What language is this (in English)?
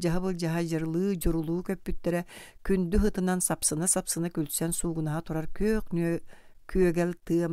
Yakut